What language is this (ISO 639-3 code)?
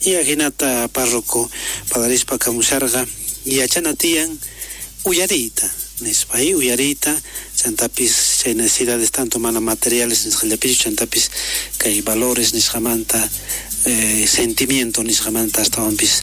quh